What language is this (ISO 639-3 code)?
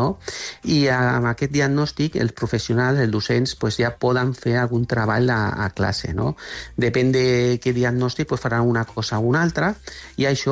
cat